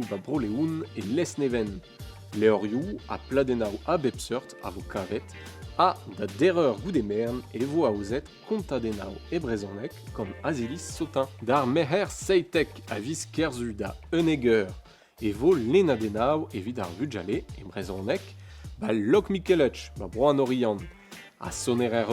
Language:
Breton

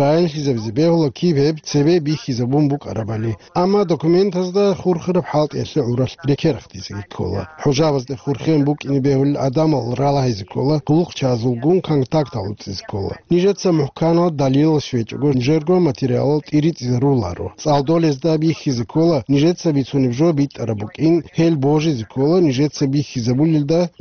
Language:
Avaric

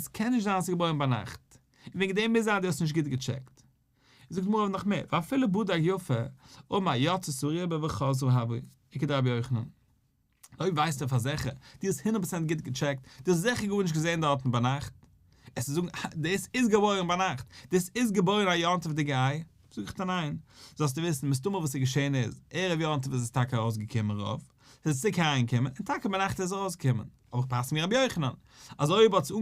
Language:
Yiddish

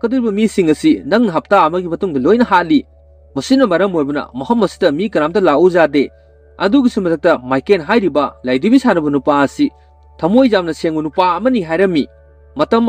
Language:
Manipuri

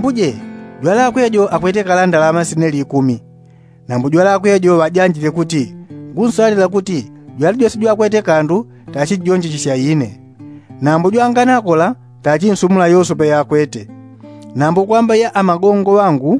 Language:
Yao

